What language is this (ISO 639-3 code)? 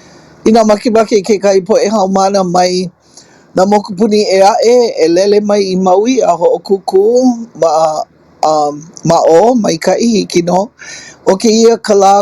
haw